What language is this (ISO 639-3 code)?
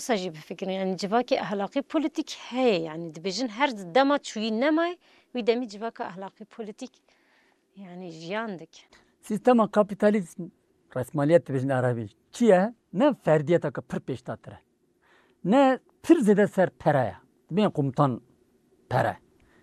kur